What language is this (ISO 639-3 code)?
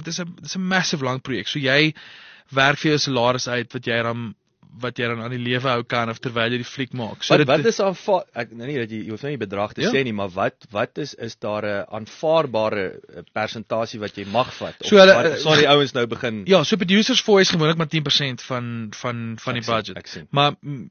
afr